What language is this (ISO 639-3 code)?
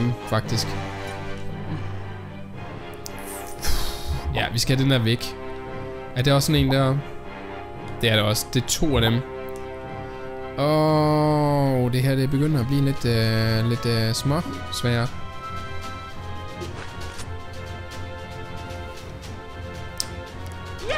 dan